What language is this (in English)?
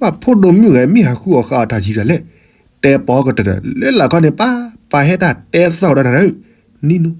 S'gaw Karen